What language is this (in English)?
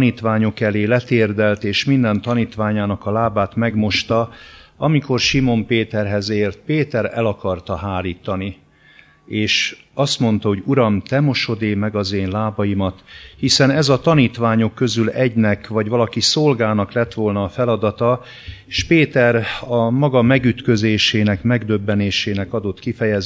Hungarian